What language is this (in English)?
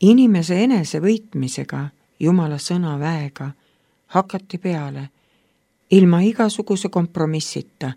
Estonian